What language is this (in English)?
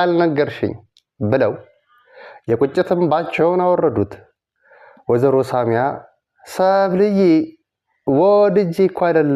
Amharic